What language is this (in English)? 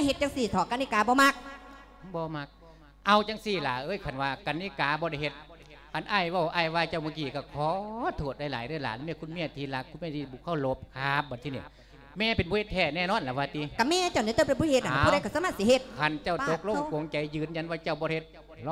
Lao